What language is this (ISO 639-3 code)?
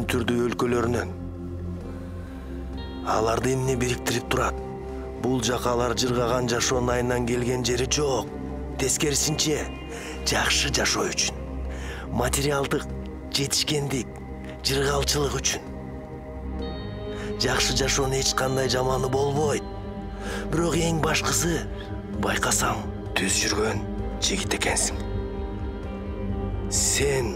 kir